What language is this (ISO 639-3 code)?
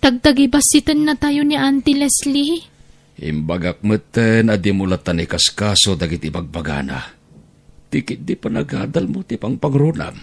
ilo